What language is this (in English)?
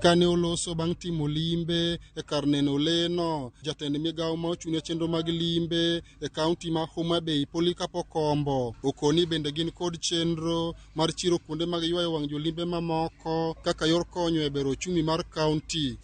Luo (Kenya and Tanzania)